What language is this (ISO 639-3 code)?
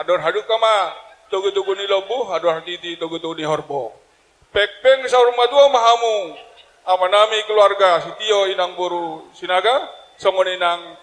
bbc